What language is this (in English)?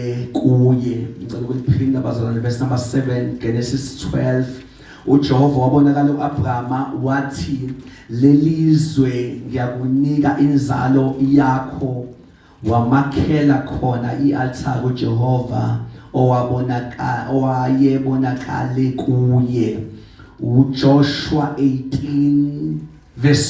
Zulu